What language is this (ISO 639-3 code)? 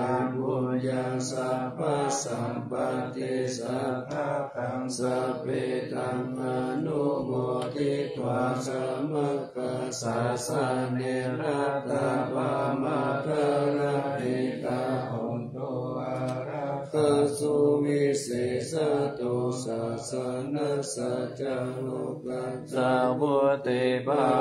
pli